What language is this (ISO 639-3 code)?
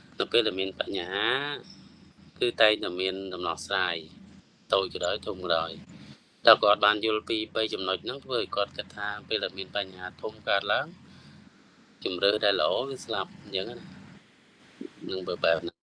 khm